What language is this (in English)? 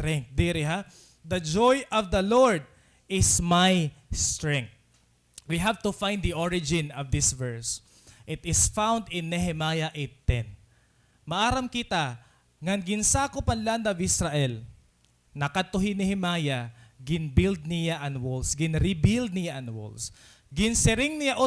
Waray